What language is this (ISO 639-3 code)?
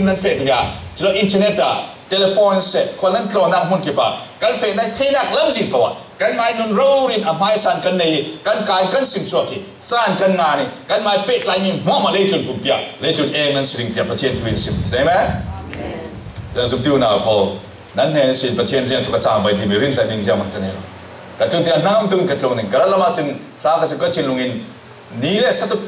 cfm